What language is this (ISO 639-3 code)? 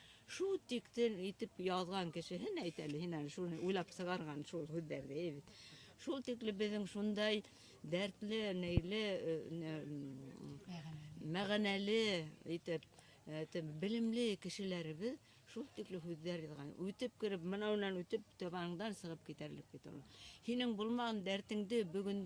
bak